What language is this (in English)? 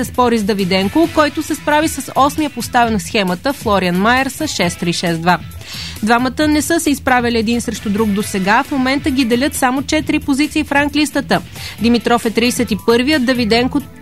Bulgarian